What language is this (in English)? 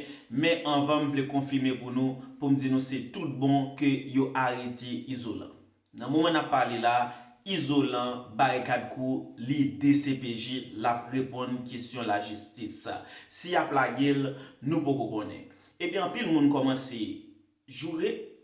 Haitian Creole